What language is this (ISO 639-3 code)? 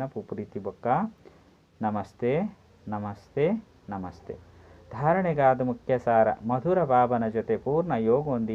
tcy